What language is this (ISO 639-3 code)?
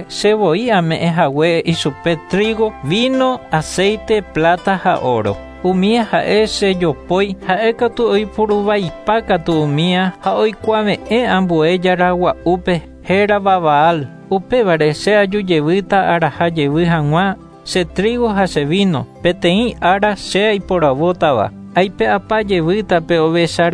grn